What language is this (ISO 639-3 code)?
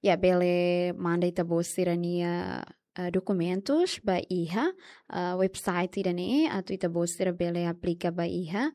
tet